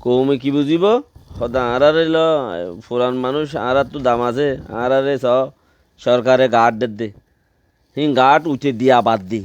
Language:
Rohingya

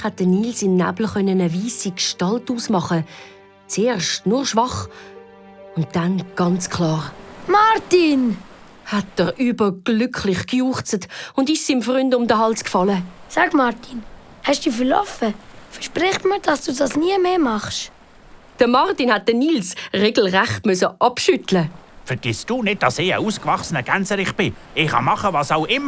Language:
Swiss German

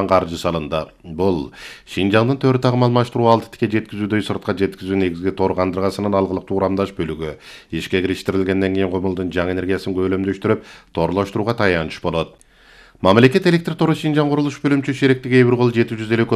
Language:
Kyrgyz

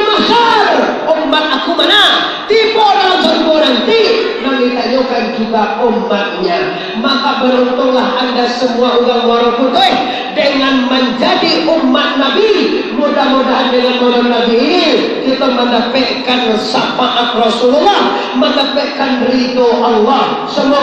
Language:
Minangkabau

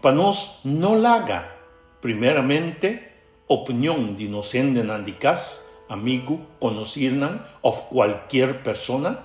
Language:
Papiamento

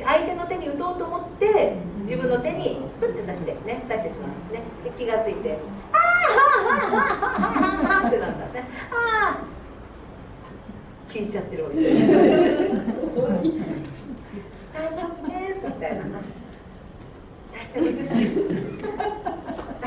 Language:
Japanese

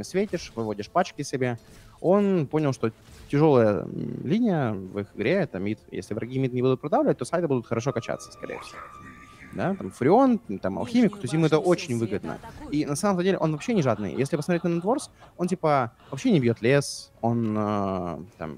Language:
Russian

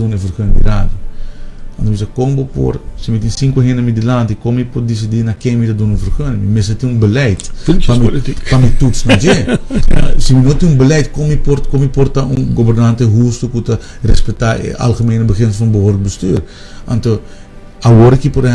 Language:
Papiamento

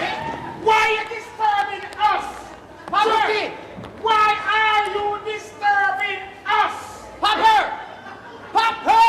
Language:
Jamaican Creole English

